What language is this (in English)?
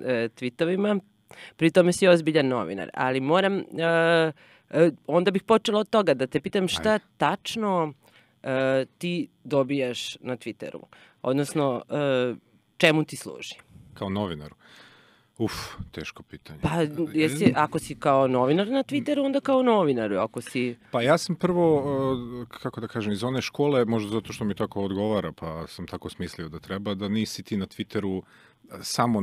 Serbian